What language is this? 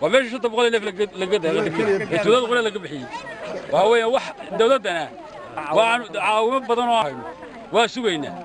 Somali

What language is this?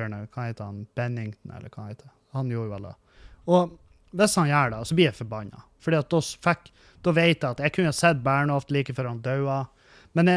Norwegian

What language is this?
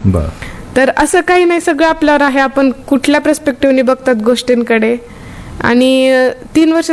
Marathi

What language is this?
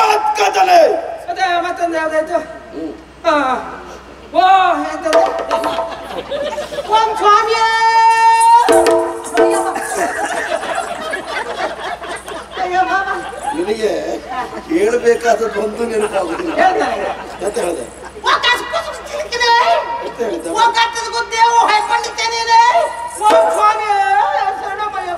Kannada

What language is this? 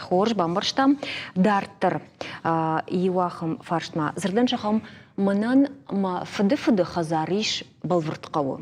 Ossetic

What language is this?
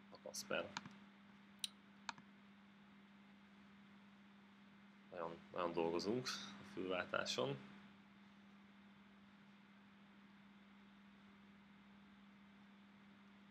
Hungarian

